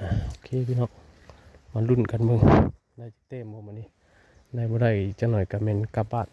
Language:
Northeastern Thai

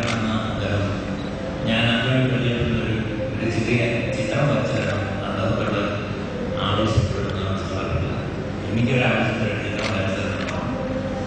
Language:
Malayalam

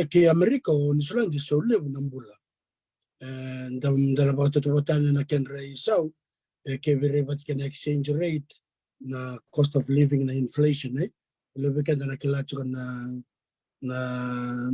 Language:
Fijian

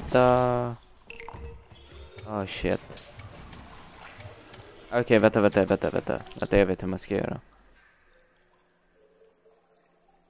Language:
Swedish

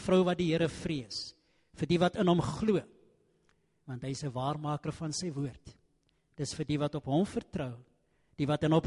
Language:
Afrikaans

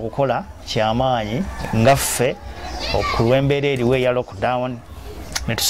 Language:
Ganda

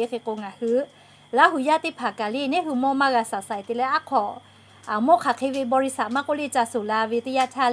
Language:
Lahu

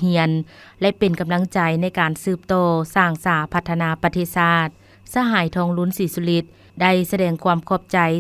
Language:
Lao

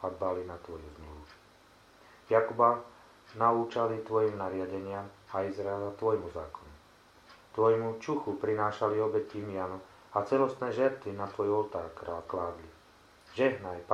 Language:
Slovak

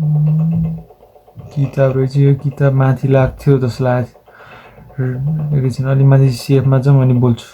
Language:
Nepali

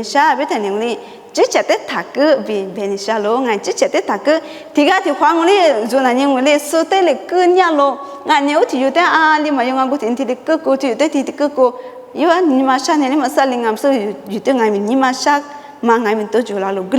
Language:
Lisu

